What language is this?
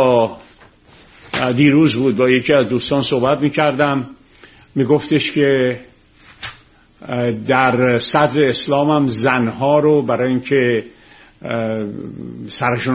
Persian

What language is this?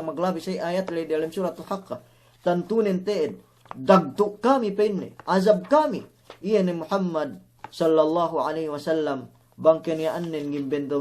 Yakan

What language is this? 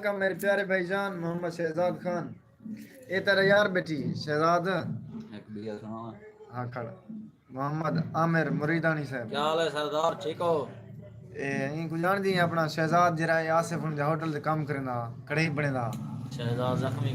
Saraiki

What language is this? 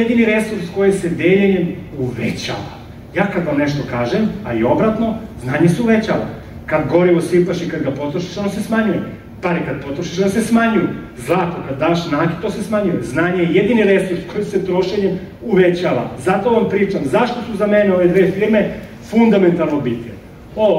Serbian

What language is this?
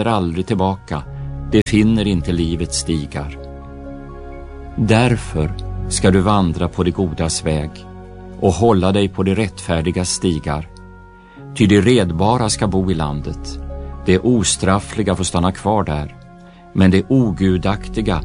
Swedish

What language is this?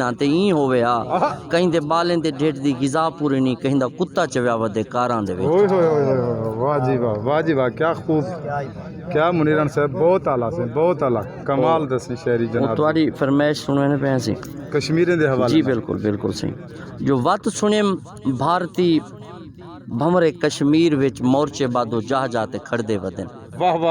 Saraiki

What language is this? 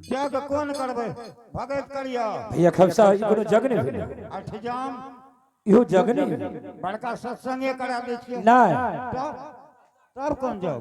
Angika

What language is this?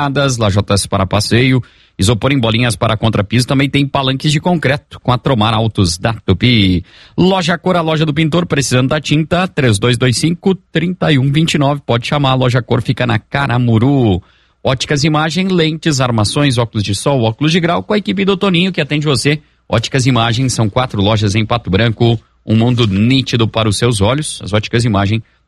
Portuguese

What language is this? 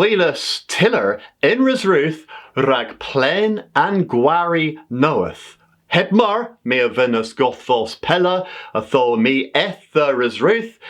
Cornish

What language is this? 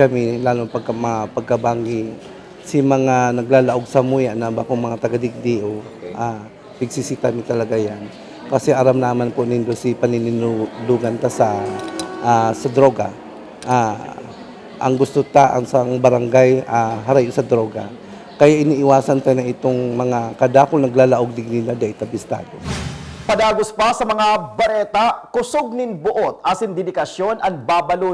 Bikol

